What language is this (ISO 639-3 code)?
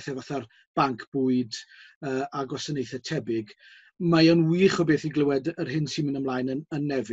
cym